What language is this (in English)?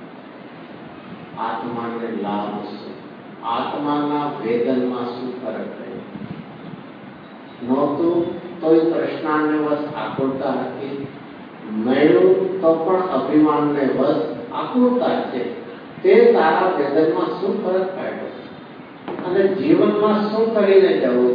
Gujarati